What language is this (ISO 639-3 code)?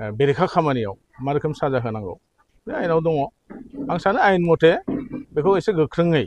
brx